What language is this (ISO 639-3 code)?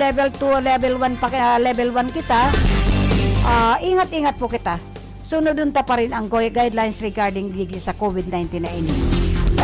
bik